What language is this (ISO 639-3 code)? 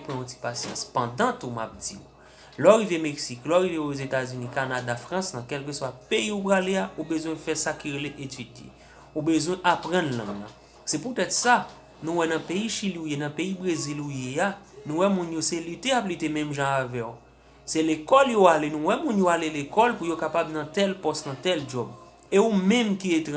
hat